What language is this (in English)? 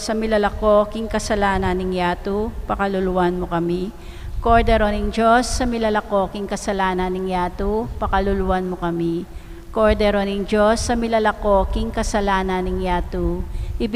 Pampanga